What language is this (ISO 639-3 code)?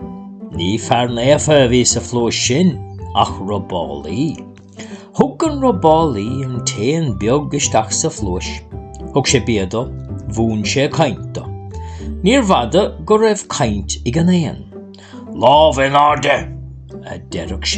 gle